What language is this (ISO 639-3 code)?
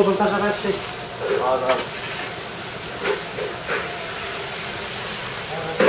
tur